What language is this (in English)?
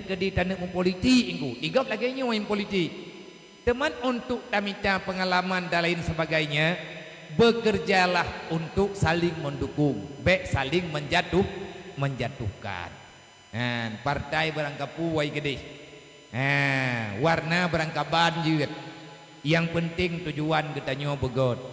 Achinese